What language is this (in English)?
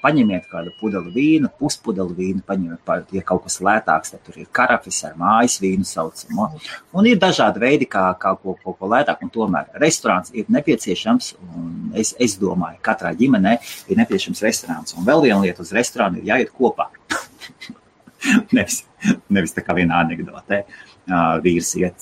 Latvian